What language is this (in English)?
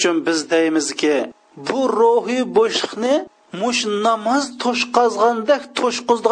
Uyghur